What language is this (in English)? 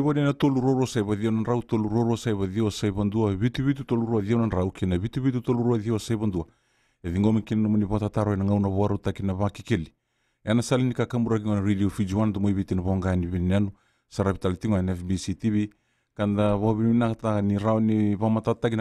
Fijian